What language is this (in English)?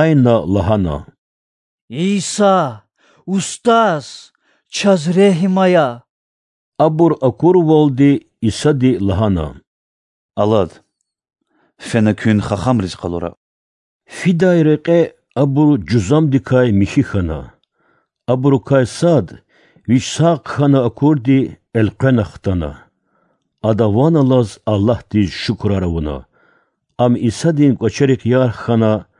Lezghian